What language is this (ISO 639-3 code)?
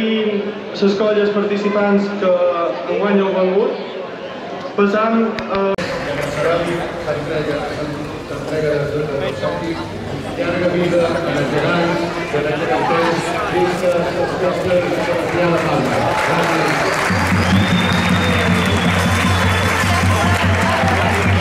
cat